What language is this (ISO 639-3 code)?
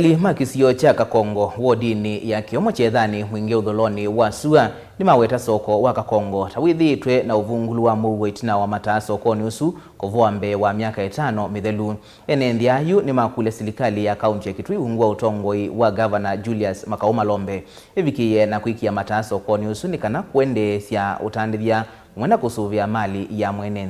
kam